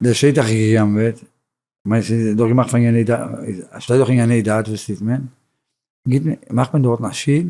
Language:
Yiddish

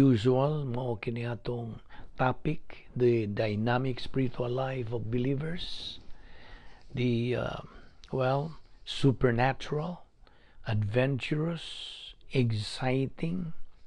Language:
Cebuano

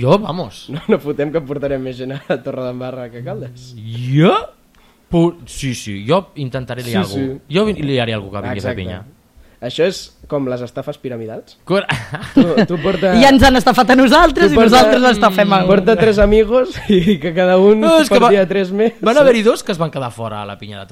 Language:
Catalan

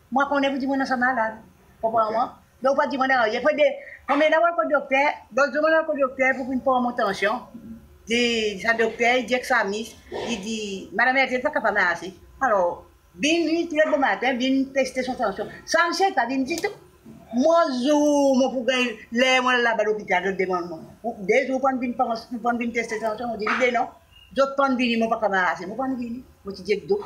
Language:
Seselwa Creole French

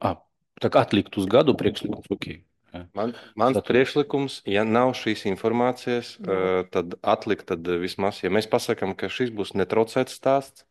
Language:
Latvian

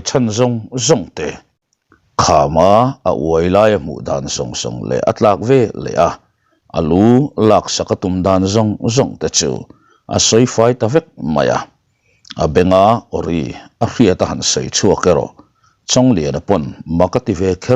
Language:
Mizo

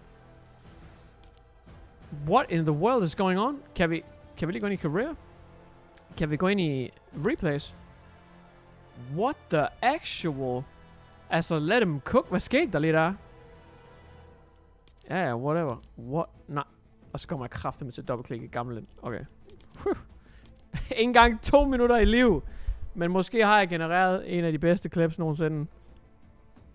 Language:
Danish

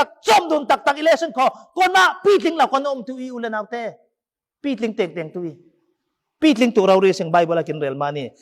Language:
Falam Chin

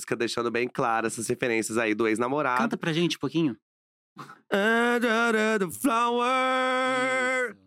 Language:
Portuguese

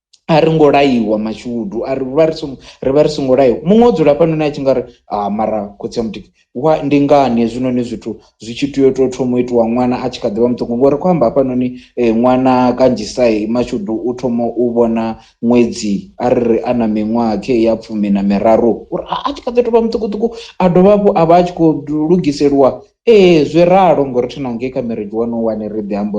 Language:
Venda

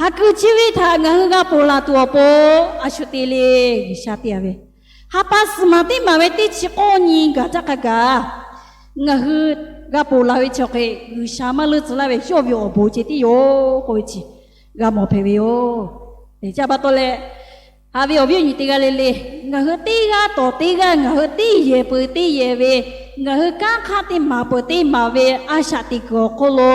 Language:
Lahu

